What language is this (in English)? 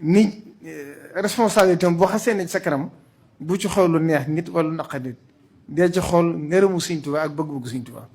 Wolof